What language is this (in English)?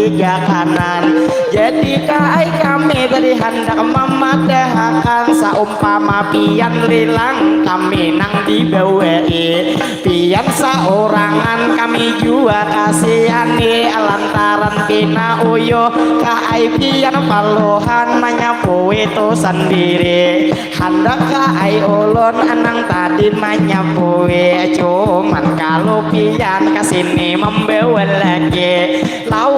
Banjar